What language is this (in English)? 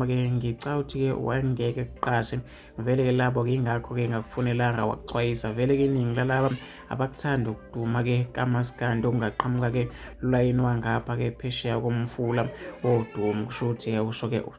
Zulu